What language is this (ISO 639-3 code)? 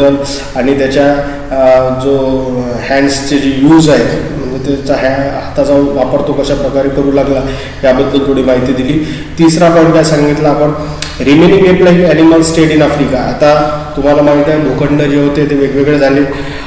mar